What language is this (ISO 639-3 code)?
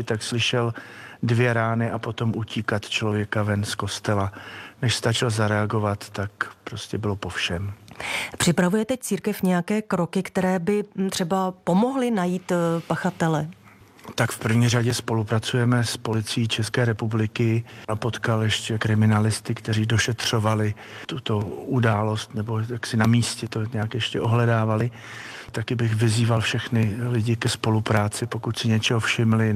ces